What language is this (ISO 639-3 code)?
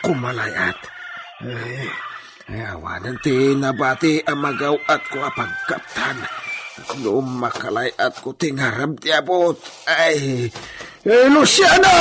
ilo